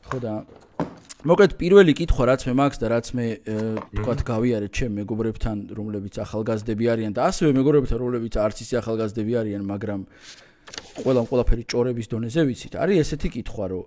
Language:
Georgian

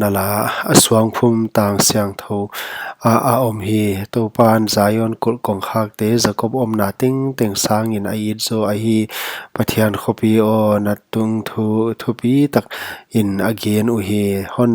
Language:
Paite Chin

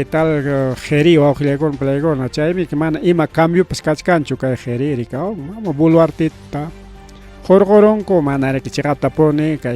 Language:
Ayacucho Quechua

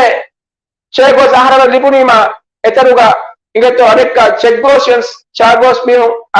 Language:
Divehi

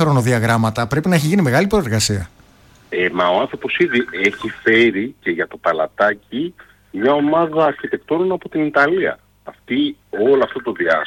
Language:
Greek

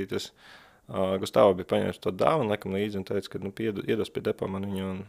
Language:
Latvian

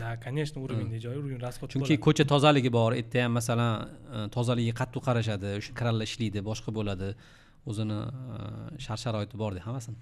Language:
Uzbek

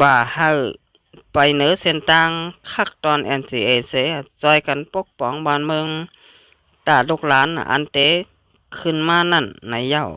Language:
Shan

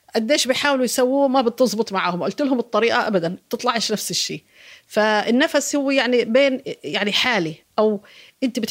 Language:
North Levantine Arabic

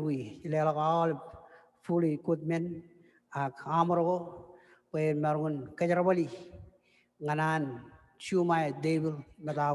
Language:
Marshallese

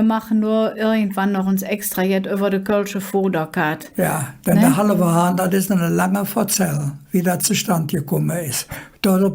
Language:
Colognian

